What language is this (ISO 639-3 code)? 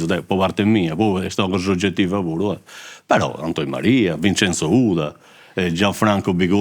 srd